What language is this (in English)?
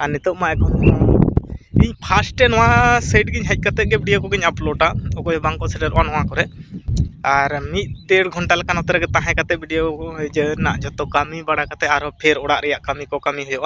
Santali